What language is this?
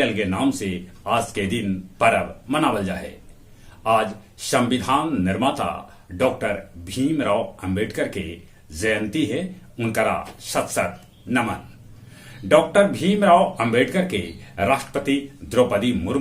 Magahi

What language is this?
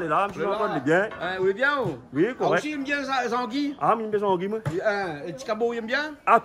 Réunion Creole French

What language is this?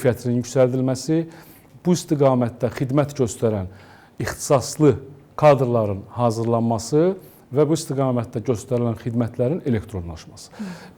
Azerbaijani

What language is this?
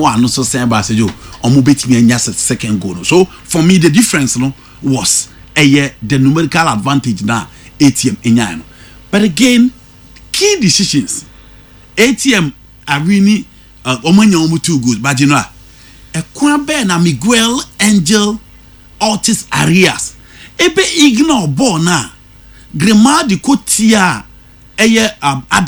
Akan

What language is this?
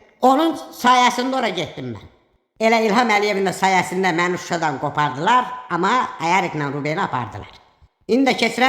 Azerbaijani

